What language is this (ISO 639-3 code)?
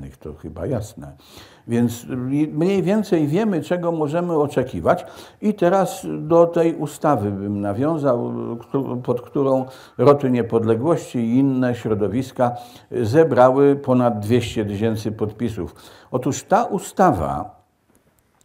pol